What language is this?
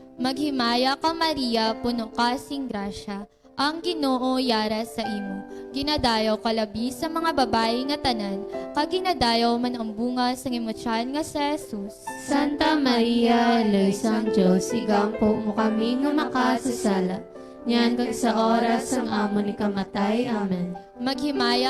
Hiligaynon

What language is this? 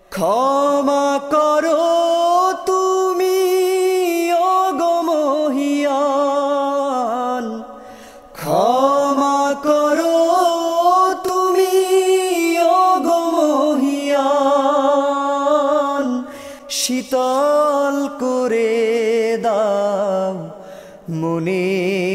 Bangla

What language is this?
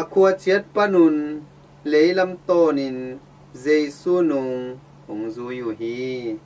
Tedim Chin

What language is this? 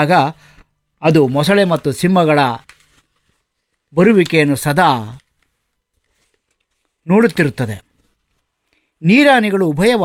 Kannada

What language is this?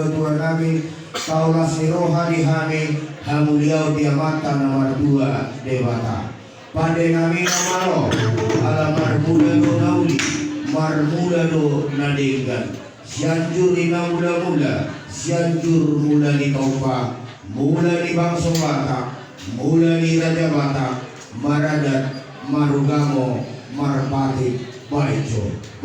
Batak Toba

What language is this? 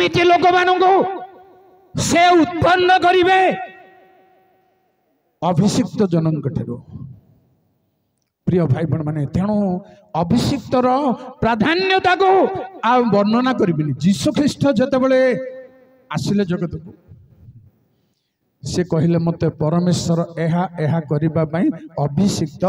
Odia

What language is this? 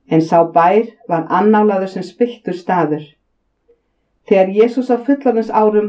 Icelandic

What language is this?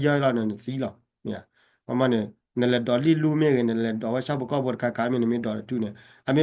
S'gaw Karen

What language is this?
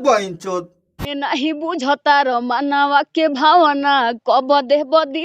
Bhojpuri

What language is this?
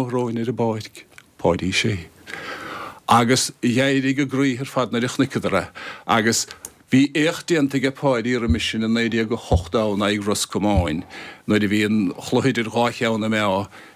Irish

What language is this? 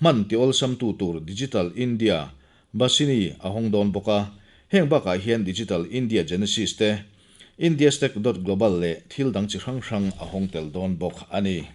Mizo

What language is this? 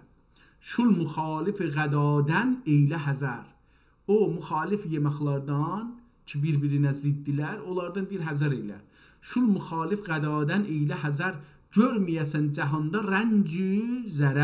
South Azerbaijani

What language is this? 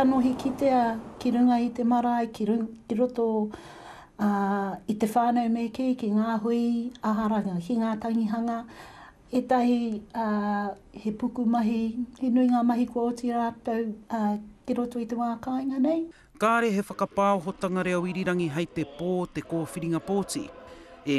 Māori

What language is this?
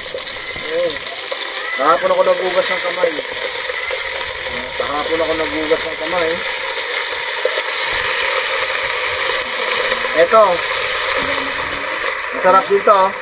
Filipino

